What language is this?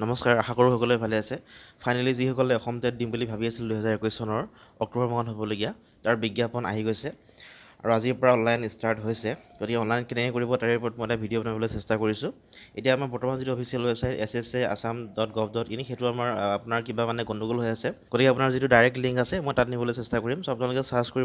Assamese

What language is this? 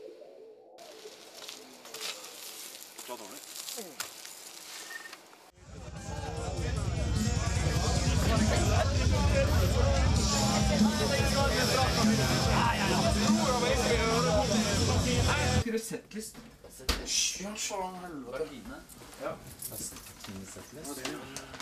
Norwegian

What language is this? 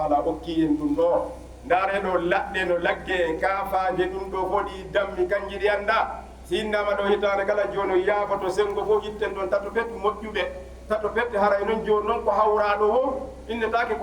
Fula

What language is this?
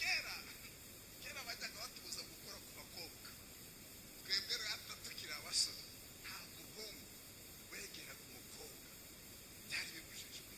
Kinyarwanda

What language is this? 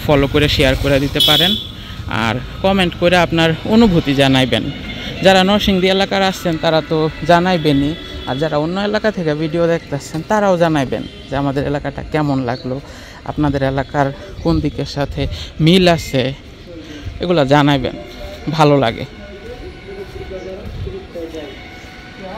Bangla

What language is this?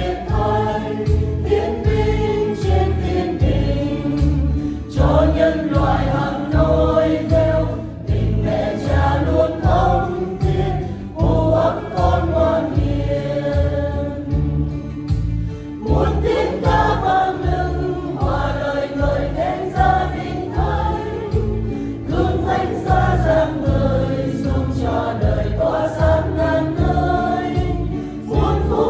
Vietnamese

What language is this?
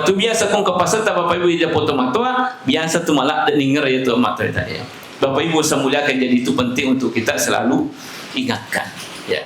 Buginese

